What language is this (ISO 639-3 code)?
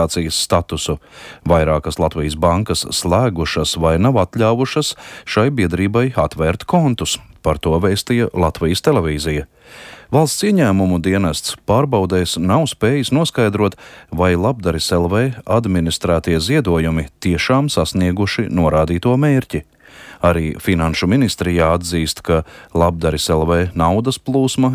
lav